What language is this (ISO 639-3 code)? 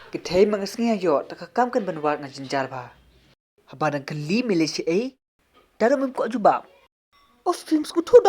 kha